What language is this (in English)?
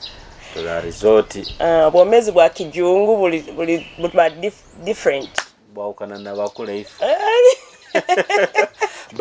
Nyoro